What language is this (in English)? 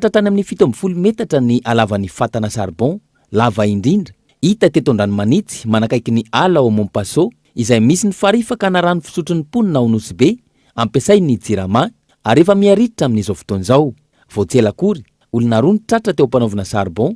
Malagasy